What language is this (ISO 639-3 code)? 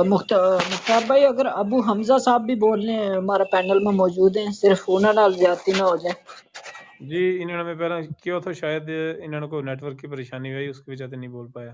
gju